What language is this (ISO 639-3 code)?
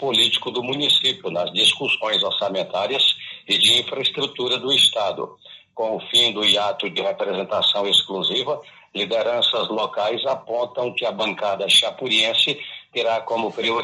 por